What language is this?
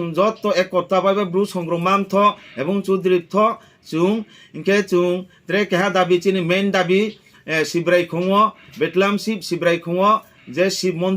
Riang (India)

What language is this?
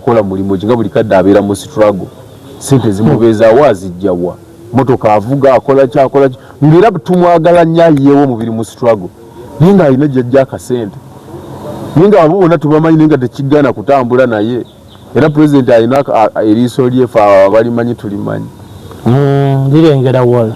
Ganda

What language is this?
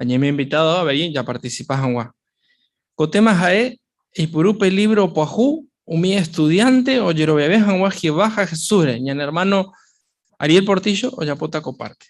Guarani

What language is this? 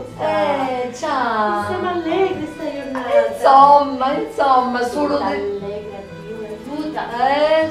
Sicilian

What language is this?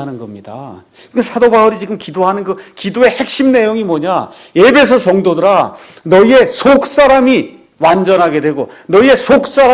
Korean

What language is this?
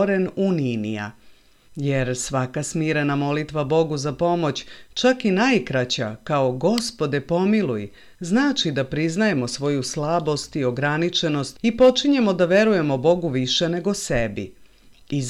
Serbian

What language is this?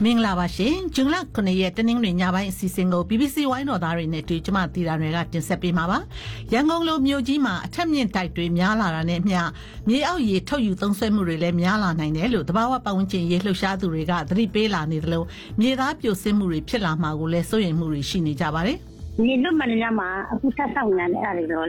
Burmese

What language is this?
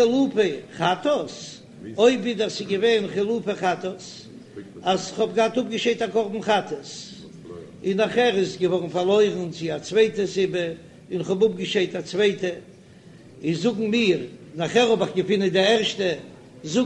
Yiddish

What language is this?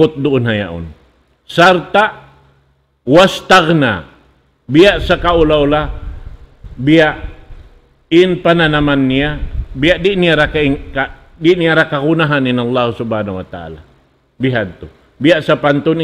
Tausug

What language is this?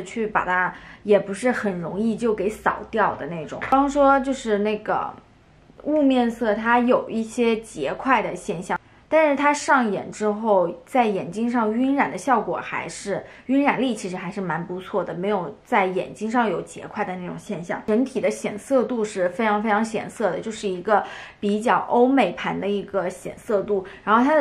Chinese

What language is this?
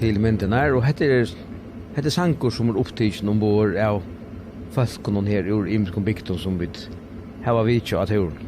Faroese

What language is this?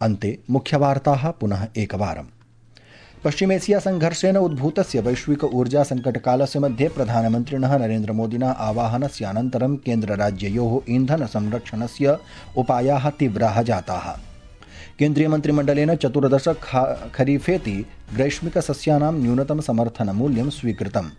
Sanskrit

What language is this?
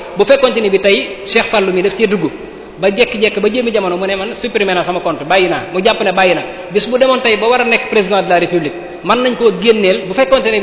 Wolof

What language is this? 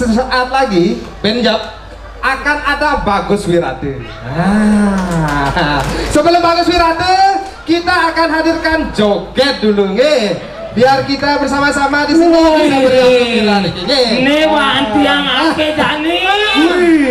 Balinese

